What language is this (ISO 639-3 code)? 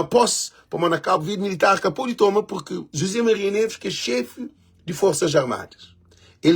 kea